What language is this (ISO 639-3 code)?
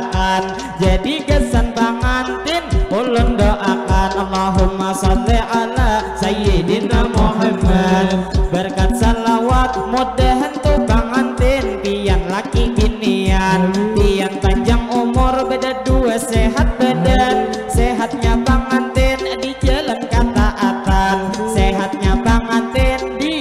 bjn